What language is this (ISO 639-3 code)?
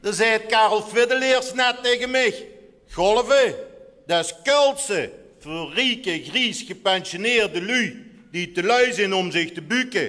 lim